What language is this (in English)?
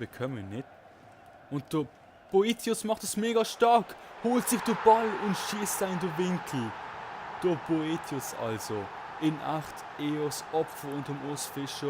Swiss German